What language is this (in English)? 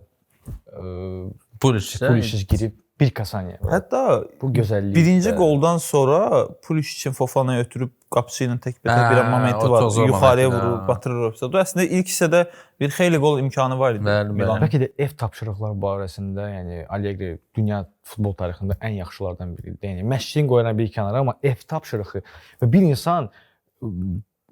Azerbaijani